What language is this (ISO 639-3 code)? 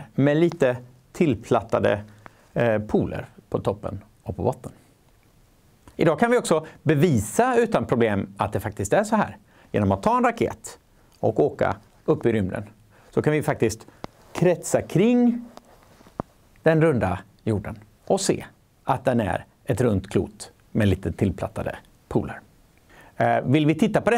swe